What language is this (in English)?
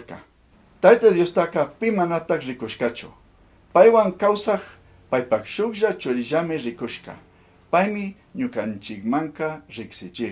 Chimborazo Highland Quichua